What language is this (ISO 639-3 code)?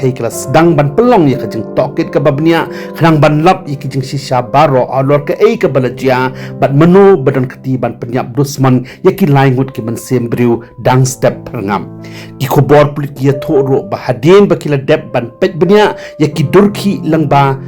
kha